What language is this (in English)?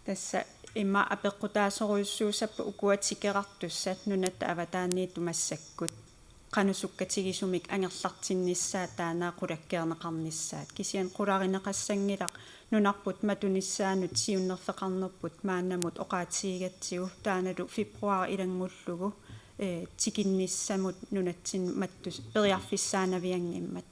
Kalaallisut